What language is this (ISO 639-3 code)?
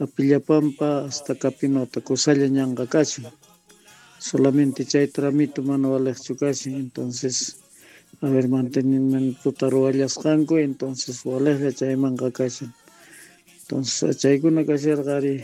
que